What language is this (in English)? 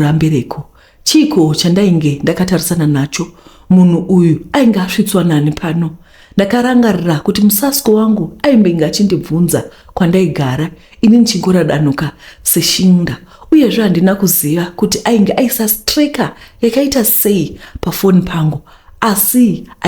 Shona